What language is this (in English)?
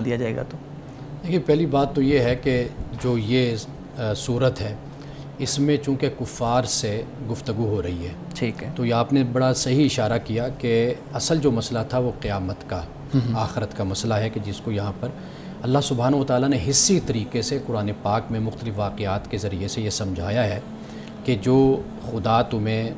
Urdu